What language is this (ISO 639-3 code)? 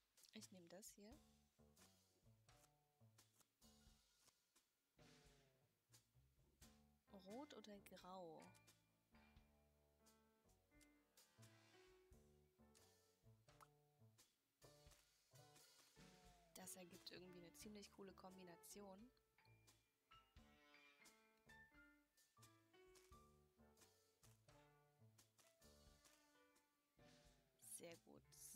deu